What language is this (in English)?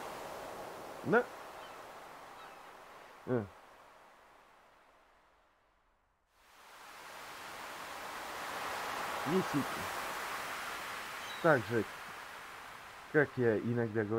Russian